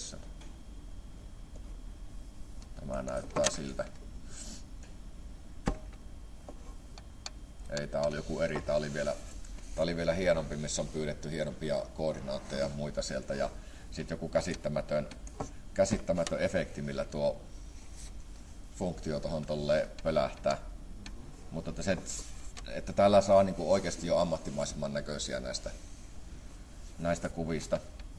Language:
Finnish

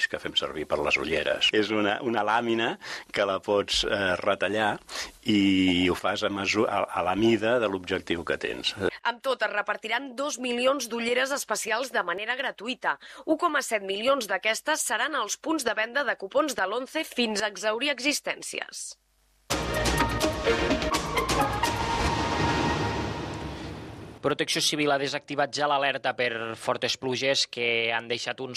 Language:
Catalan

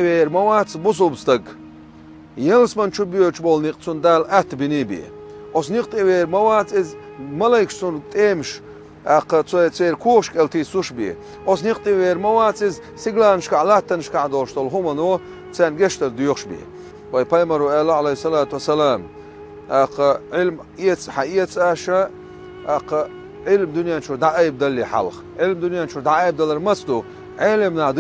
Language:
Chechen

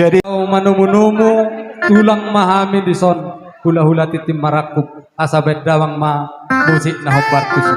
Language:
Batak Toba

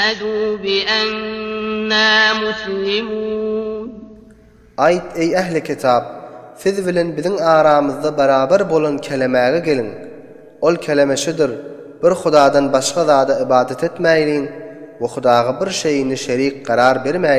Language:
Turkmen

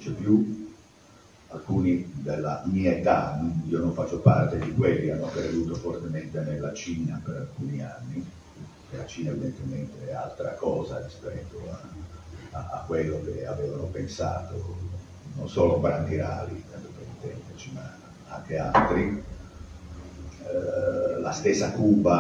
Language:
Italian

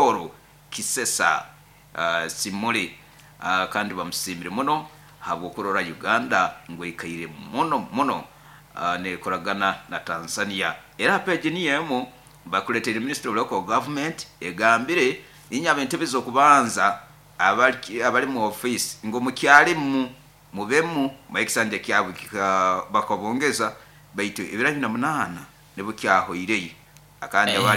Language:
Nyoro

